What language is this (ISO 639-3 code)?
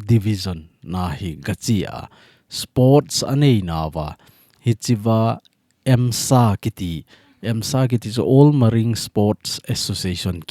tcz